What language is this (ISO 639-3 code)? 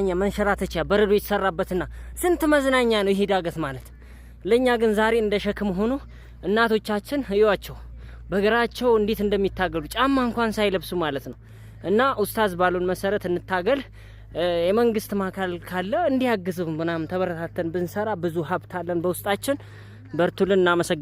amh